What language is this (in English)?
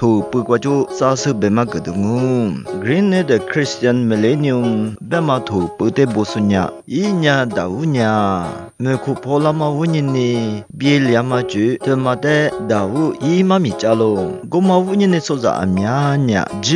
Lisu